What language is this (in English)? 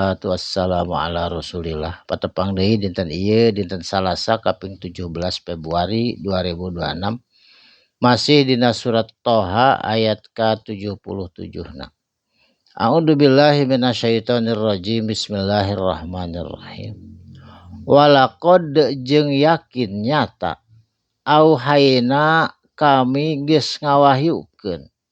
Sundanese